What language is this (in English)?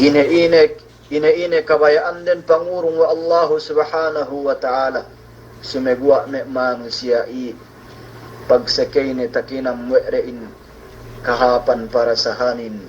Yakan